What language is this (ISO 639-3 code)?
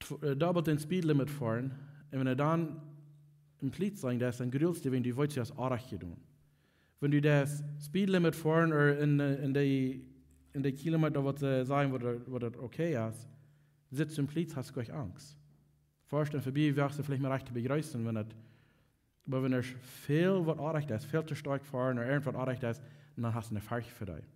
pdt